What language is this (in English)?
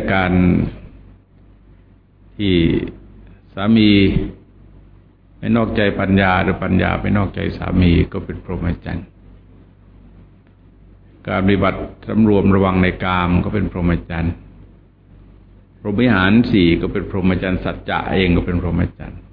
Thai